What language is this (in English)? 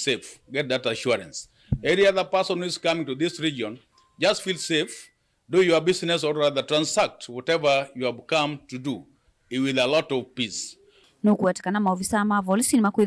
Kamba